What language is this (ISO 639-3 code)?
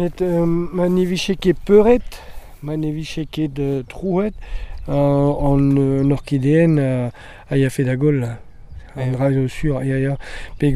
bre